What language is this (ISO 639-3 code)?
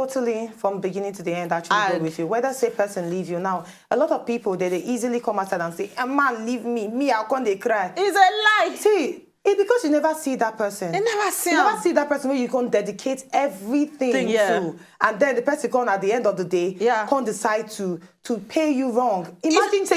pcm